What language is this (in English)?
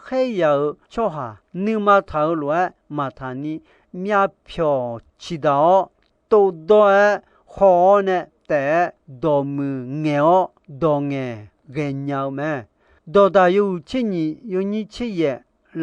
Akha